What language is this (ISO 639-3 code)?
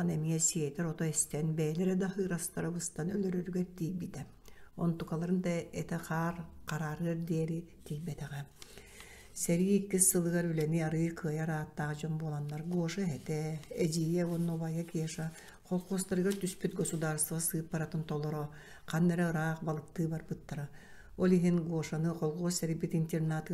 sah